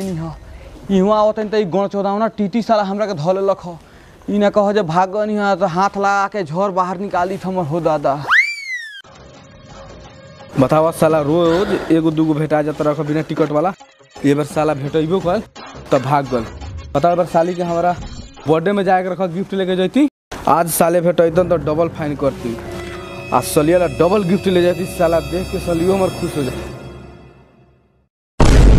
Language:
Bhojpuri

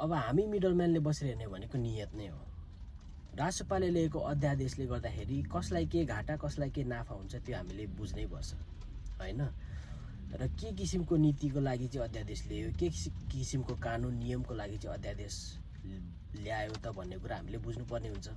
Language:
Nepali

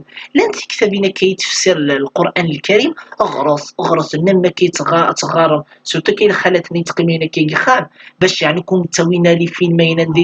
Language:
Kabyle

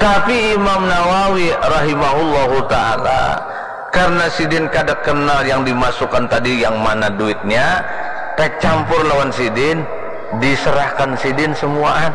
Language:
Banjar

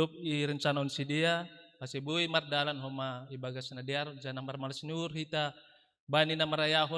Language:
Batak Simalungun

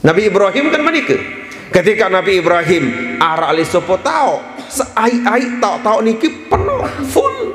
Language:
Sasak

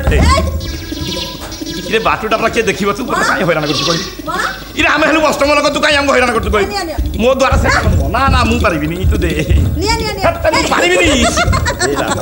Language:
Odia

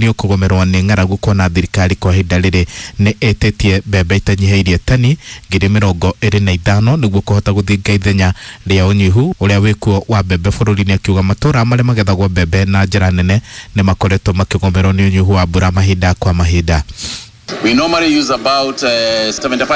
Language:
Kikuyu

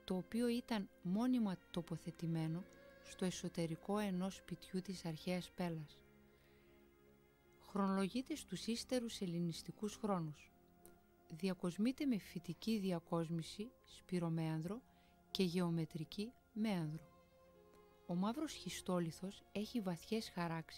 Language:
Greek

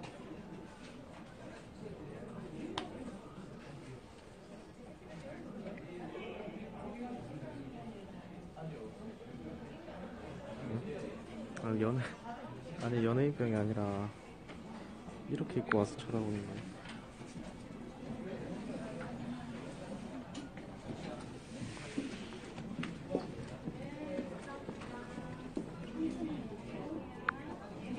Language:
Korean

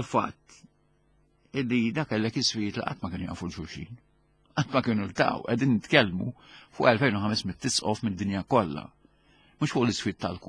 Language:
Maltese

